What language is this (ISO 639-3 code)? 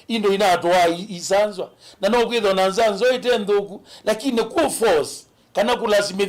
kam